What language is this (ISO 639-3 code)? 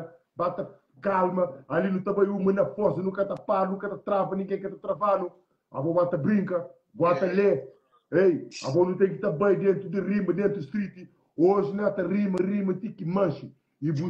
kea